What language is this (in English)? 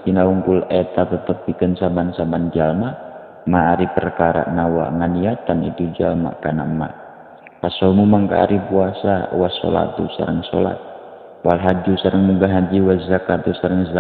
Sundanese